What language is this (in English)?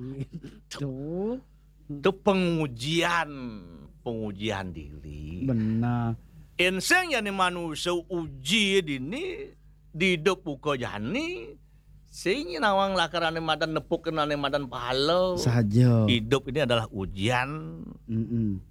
Balinese